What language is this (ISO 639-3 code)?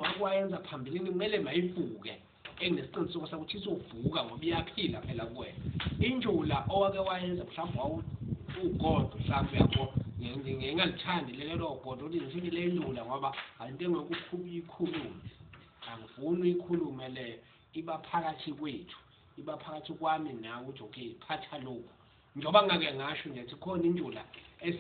zul